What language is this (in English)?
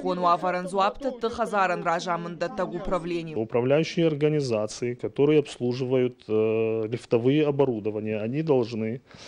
Ossetic